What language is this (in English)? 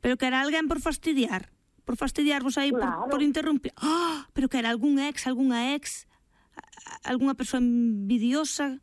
Galician